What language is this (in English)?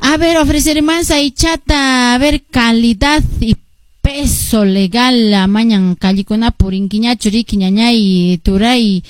Quechua